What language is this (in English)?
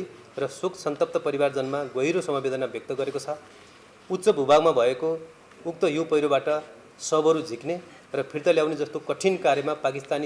Nepali